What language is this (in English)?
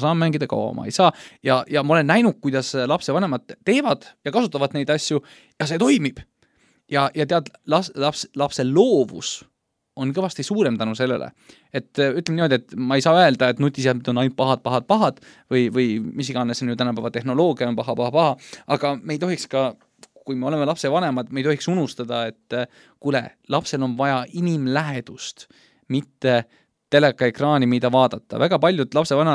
Estonian